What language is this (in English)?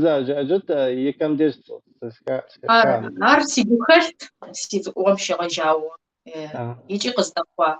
Kabardian